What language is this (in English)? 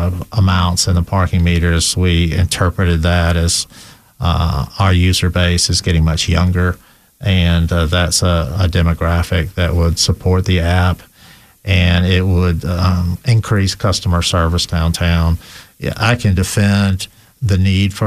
English